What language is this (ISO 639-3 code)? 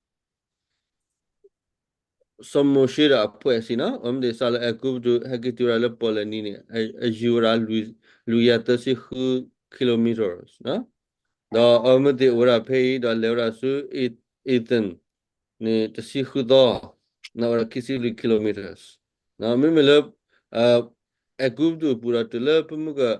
ksw